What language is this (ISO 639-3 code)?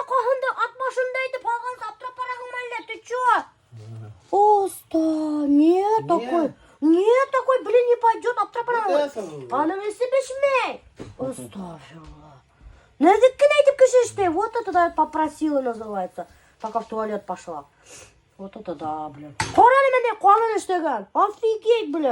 bak